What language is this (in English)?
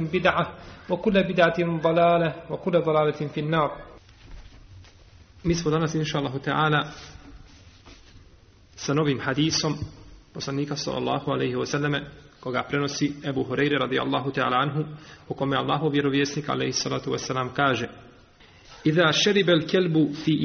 Bosnian